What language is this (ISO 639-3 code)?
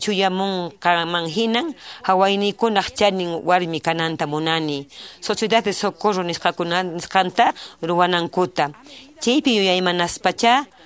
que